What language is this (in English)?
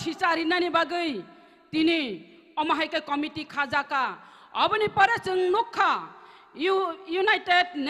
Kok Borok